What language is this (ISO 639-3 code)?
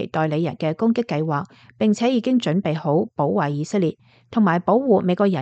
yue